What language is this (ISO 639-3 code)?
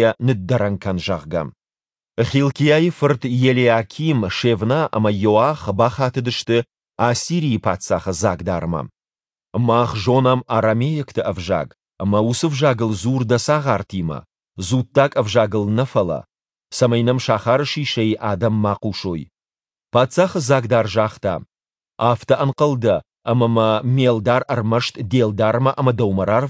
oss